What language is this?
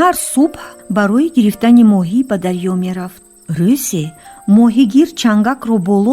Tajik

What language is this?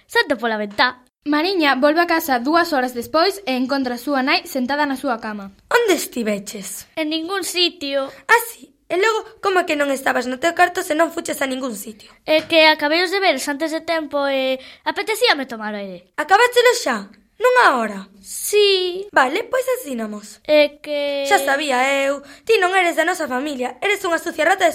Galician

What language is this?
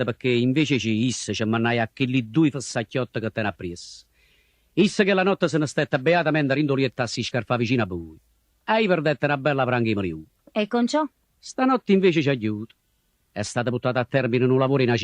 Neapolitan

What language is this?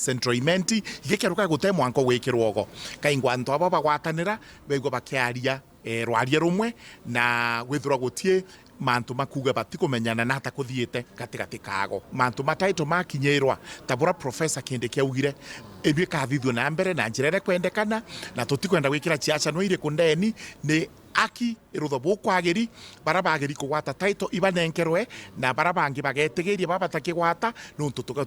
Meru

